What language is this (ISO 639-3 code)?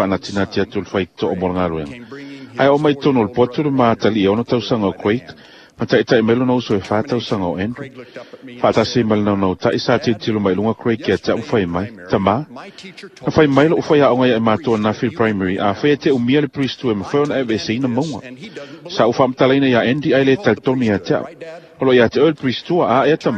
smo